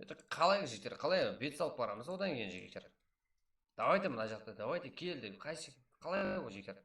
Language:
Kara-Kalpak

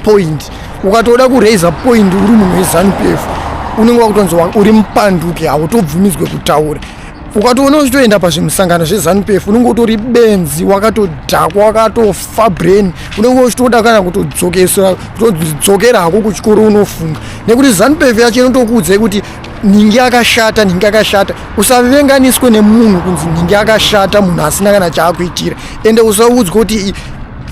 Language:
Shona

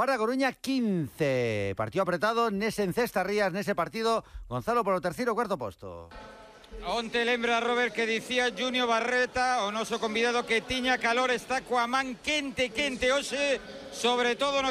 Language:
Galician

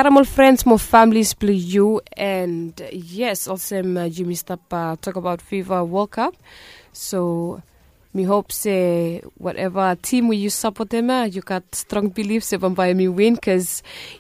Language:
Bislama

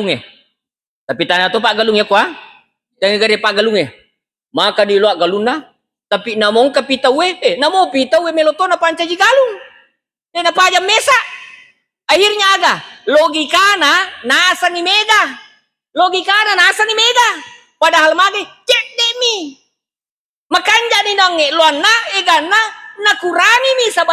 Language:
Buginese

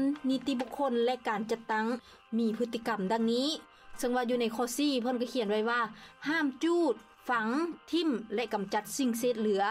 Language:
Lao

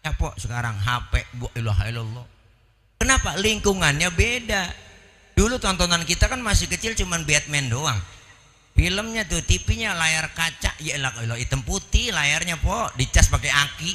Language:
Betawi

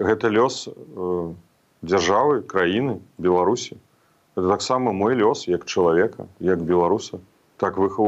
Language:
Belarusian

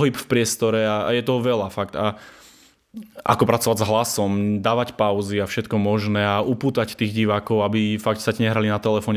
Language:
Slovak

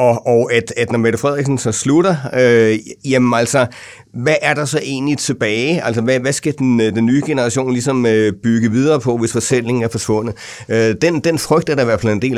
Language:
Danish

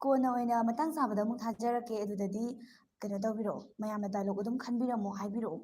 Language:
Manipuri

